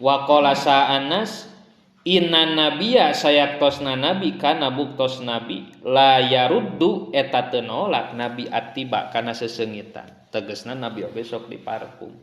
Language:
Sundanese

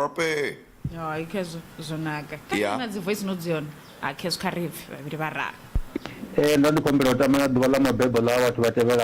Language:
Venda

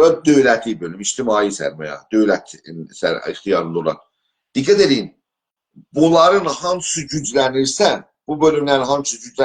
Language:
South Azerbaijani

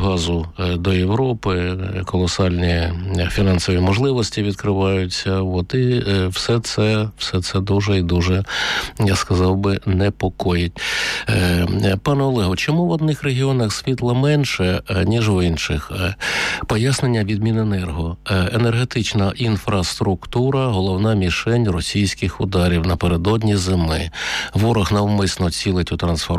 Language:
Ukrainian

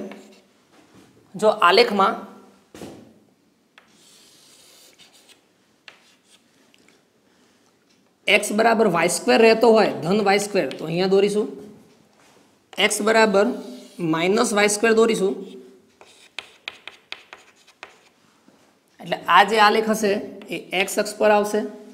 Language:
Gujarati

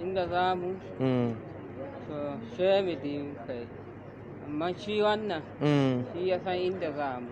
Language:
Hausa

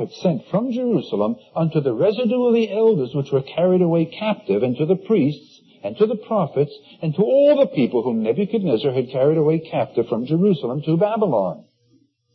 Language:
English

